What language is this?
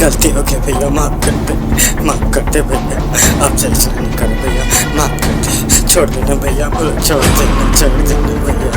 Chhattisgarhi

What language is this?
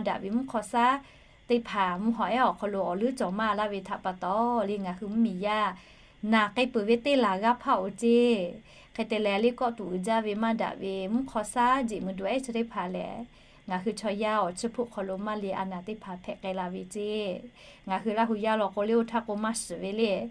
Lahu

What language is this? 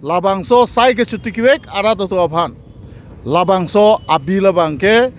Karbi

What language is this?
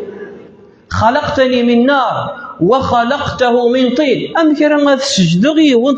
Kabyle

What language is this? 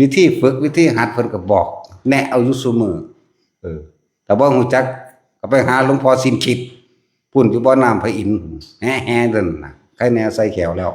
Northeastern Thai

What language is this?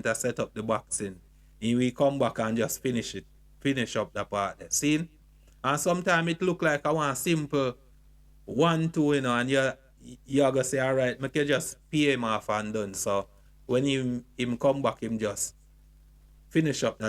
Jamaican Creole English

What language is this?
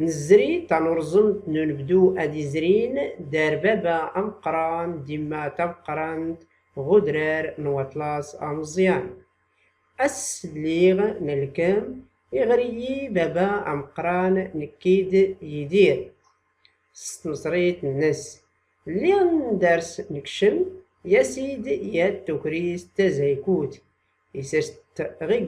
Tachelhit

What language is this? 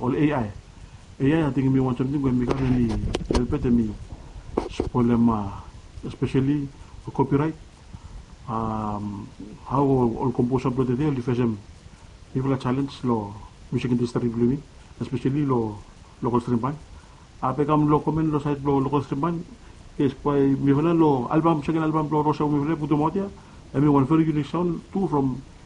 Bislama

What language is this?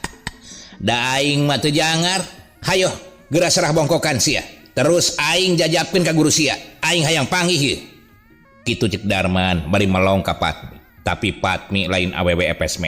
Sundanese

